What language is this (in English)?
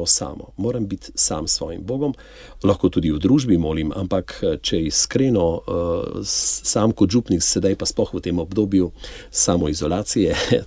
Slovenian